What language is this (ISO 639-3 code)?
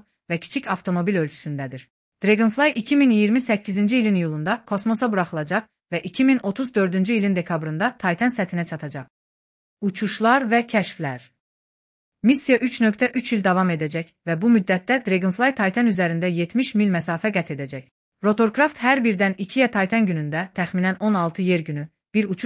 aze